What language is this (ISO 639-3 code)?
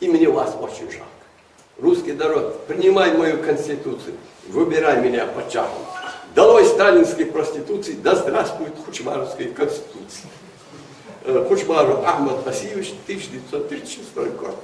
inh